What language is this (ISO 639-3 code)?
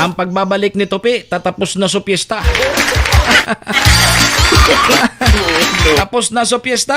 bik